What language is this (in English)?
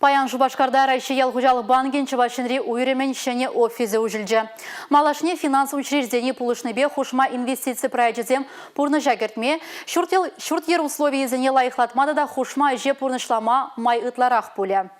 Chuvash